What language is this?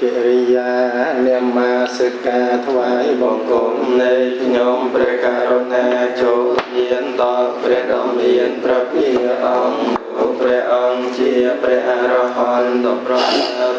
Khmer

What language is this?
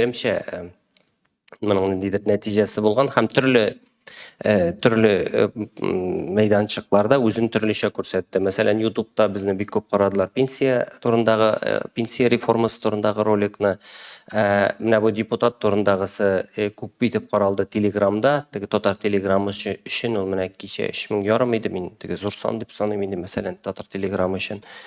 Tatar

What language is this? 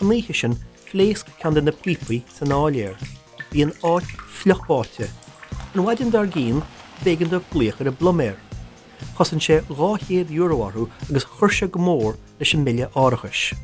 Irish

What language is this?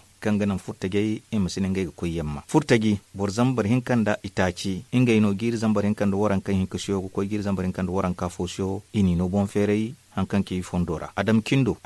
Zarma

